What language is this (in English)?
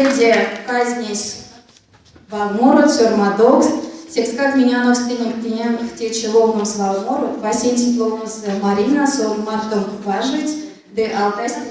Erzya